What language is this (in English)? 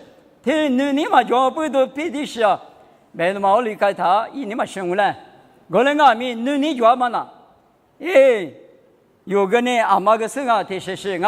Lisu